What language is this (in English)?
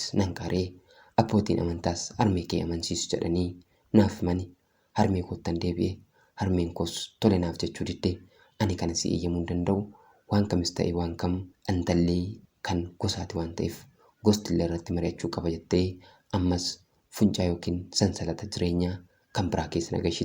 Oromo